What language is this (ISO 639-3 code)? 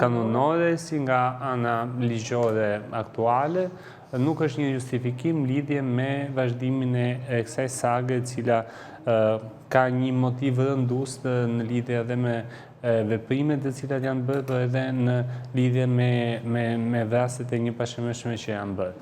sqi